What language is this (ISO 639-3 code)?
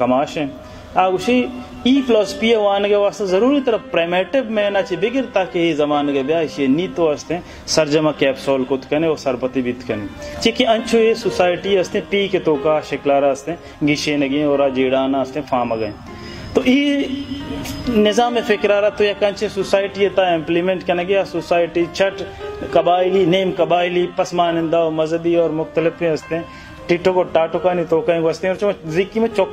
bal